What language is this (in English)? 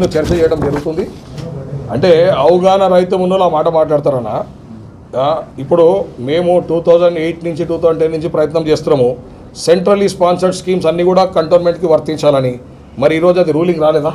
Telugu